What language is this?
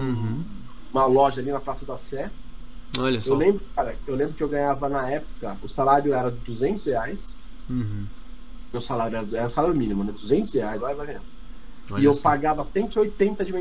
Portuguese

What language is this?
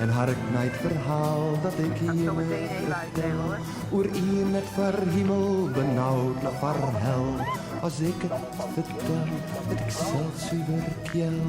Western Frisian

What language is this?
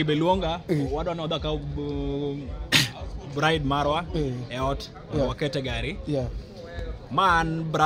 Luo (Kenya and Tanzania)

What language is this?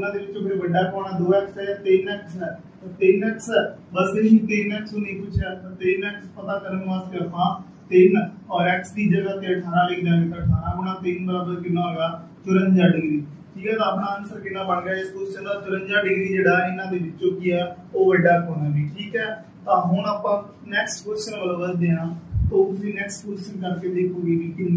Punjabi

